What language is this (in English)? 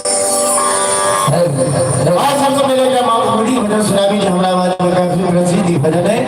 Maithili